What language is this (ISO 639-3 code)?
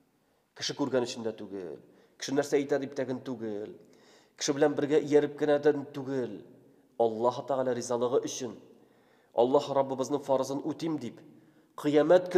tat